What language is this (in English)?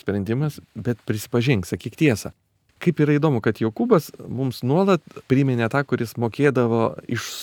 Lithuanian